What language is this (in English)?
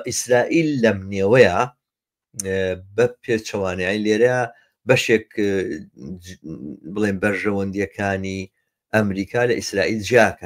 Central Kurdish